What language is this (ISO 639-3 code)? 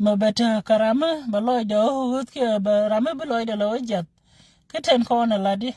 nus